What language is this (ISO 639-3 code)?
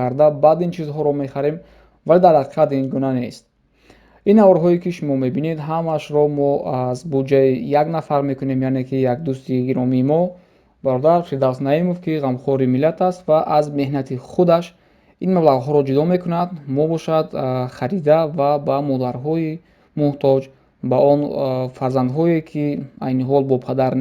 tgk